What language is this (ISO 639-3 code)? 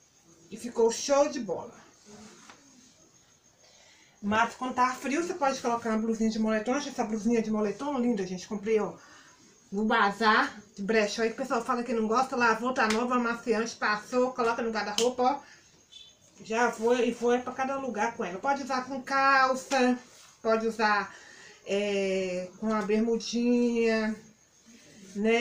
por